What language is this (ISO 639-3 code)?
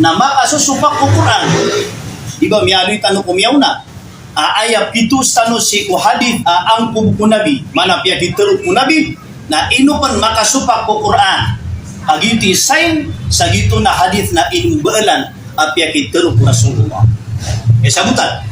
mrw